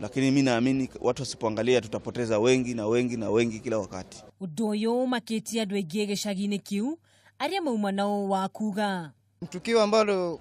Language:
Kikuyu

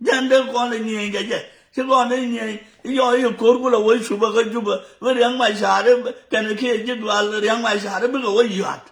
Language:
Nuer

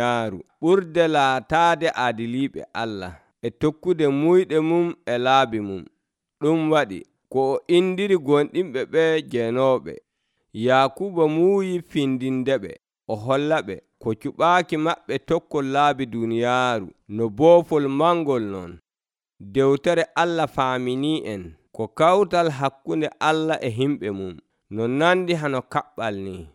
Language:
Nigerian Fulfulde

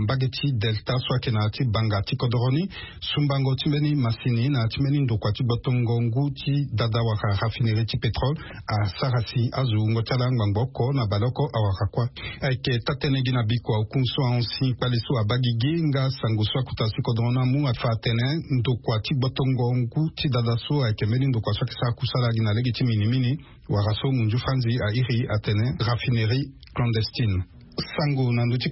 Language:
Sango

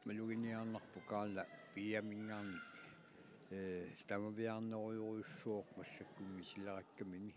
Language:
Kalaallisut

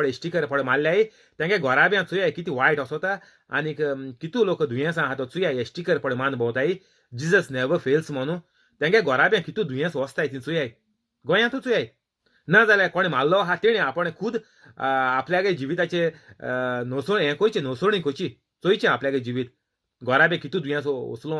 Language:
Konkani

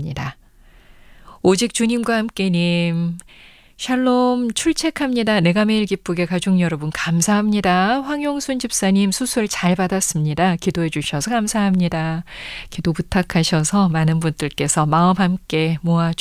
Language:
Korean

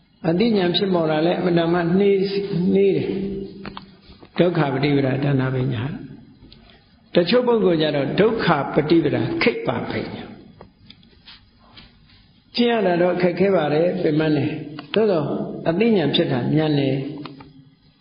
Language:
Burmese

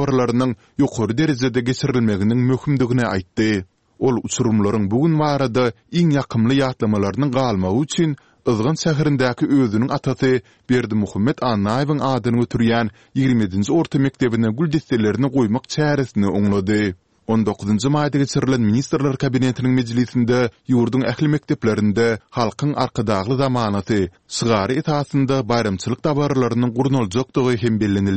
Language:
Turkmen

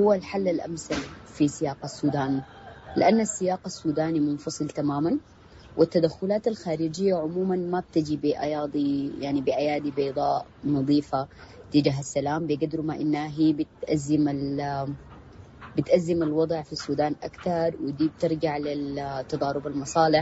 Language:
Sudanese Arabic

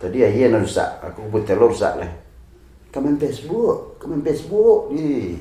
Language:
Minangkabau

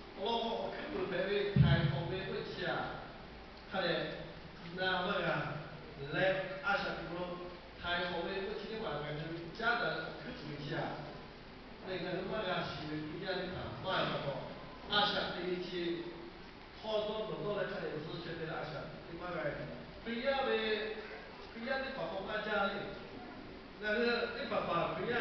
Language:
Lahu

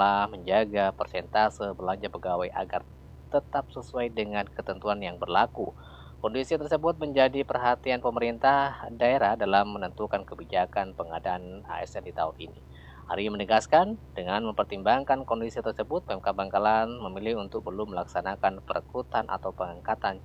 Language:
Indonesian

